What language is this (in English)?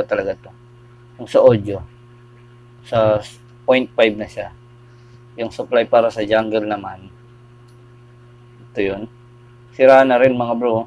Filipino